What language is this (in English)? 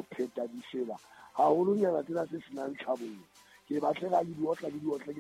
Southern Sotho